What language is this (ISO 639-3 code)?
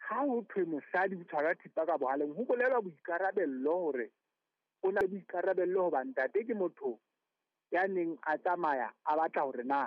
sot